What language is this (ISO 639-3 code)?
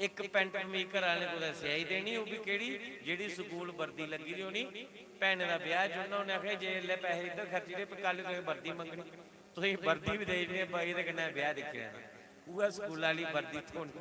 doi